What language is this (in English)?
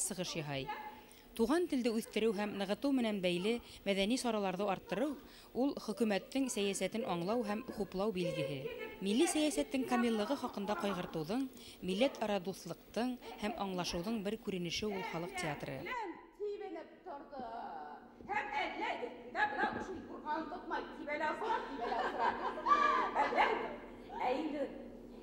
Bashkir